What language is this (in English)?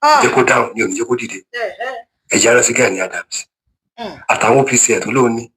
Yoruba